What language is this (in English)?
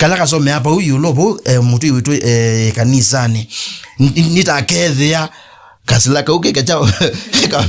Kamba